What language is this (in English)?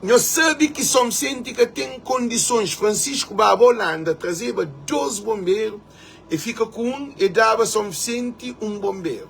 Kabuverdianu